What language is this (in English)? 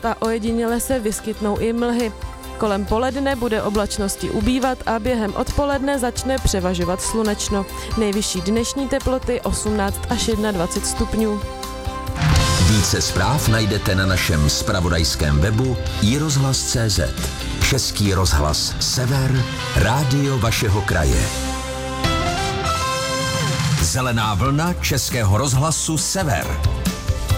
Czech